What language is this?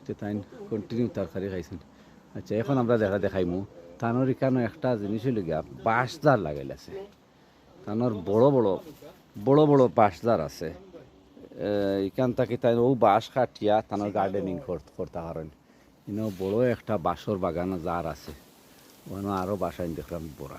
Sylheti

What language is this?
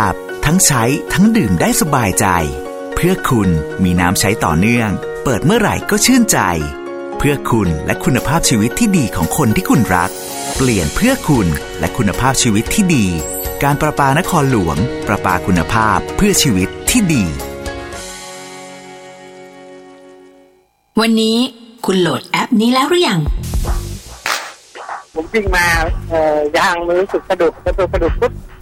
Thai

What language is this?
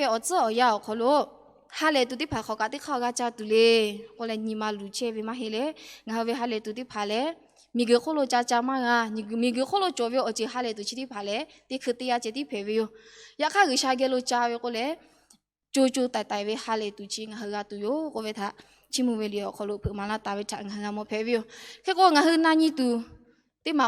Lahu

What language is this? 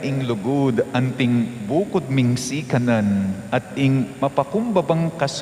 Pampanga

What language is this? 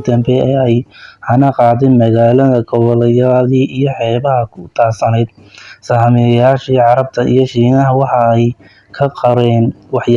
Somali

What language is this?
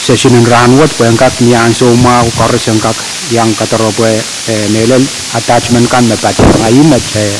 Pohnpeian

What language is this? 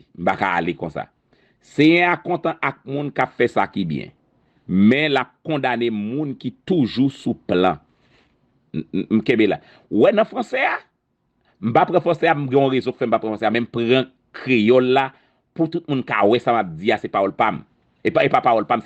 Haitian Creole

